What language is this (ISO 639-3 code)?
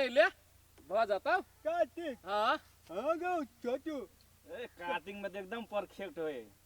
mai